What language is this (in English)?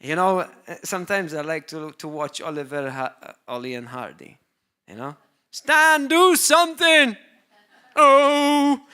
English